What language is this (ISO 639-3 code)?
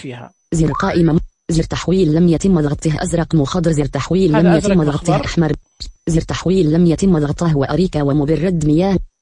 ars